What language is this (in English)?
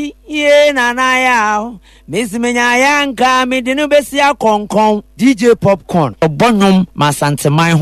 Akan